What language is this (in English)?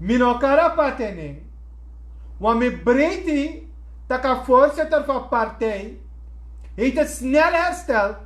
Sranan Tongo